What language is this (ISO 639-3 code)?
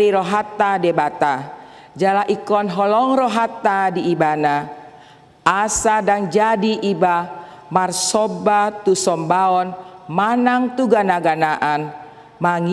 bbc